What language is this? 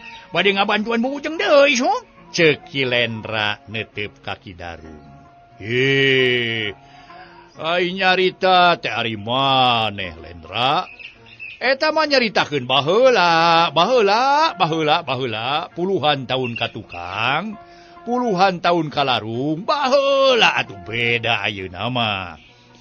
Sundanese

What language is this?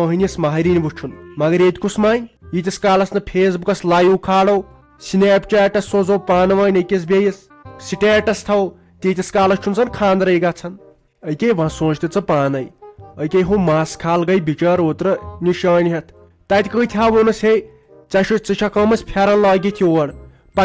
Kashmiri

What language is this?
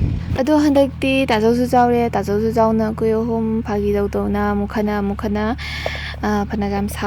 Manipuri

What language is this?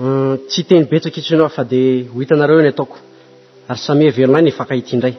Malagasy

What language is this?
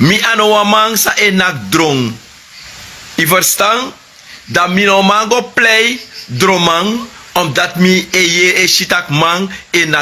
Sranan Tongo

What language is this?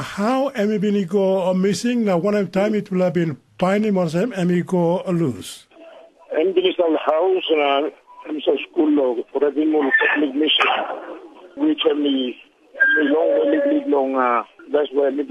Tok Pisin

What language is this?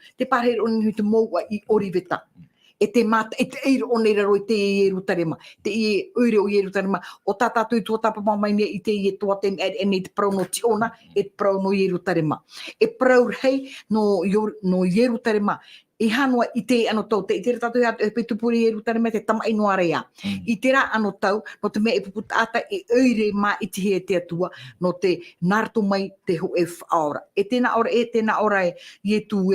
Tahitian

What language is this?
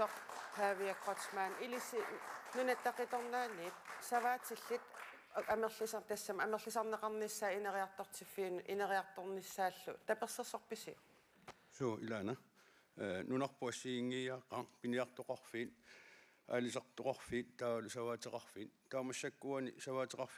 Kalaallisut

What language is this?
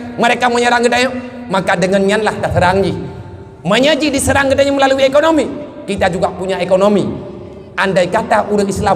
Achinese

